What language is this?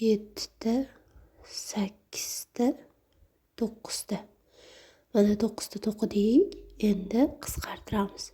Uzbek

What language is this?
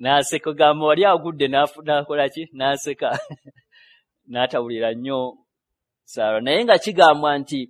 Ganda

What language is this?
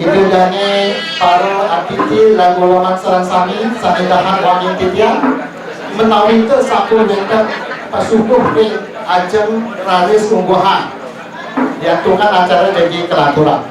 Balinese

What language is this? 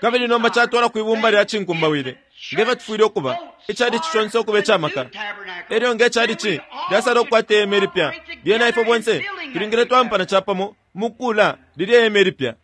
Bemba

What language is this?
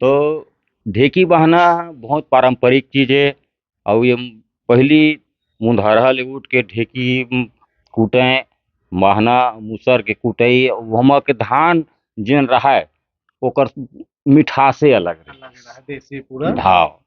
Chhattisgarhi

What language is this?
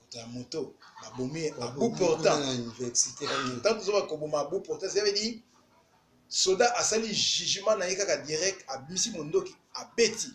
Lingala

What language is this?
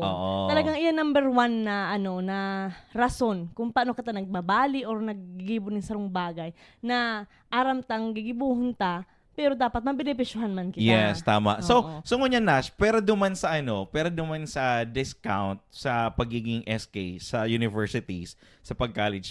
Bikol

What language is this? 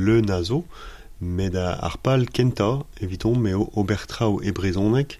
Breton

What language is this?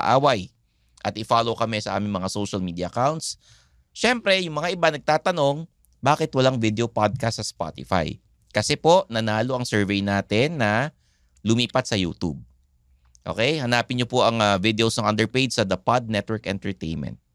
Filipino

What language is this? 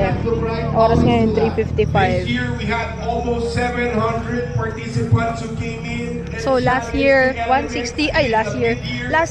Filipino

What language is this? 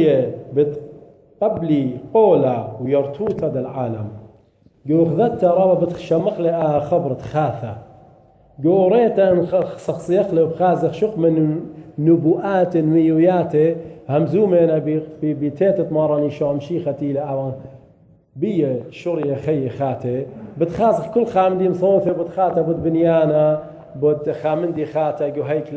Assyrian Neo-Aramaic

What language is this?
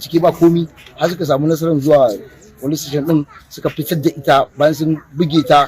Hausa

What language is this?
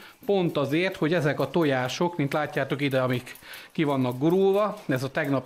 Hungarian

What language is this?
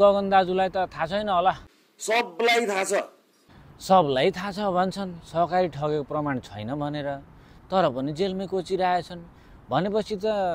Nepali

